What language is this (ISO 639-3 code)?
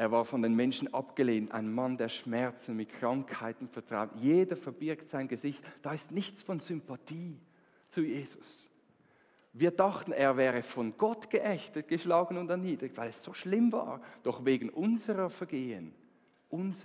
gsw